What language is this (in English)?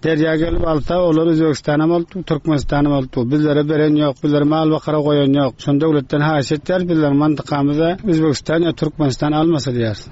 Turkmen